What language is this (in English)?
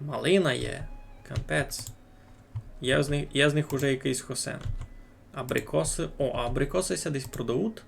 Rusyn